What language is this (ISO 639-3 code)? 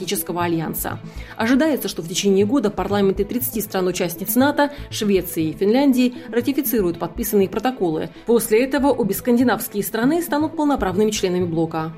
rus